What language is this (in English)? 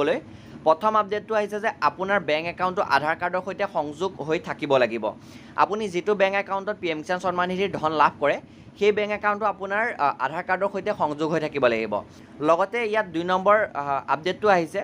Assamese